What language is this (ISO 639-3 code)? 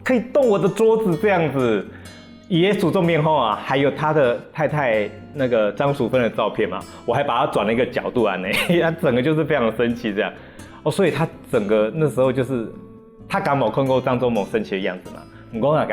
hak